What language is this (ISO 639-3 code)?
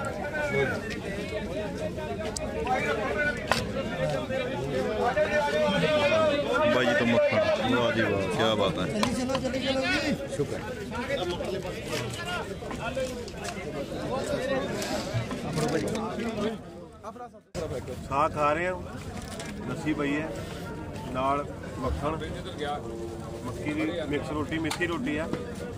pan